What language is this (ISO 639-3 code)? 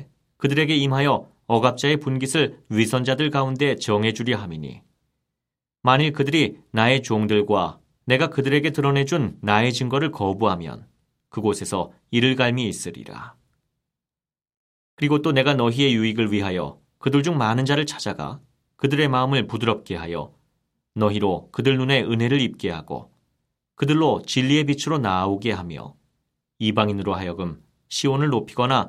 kor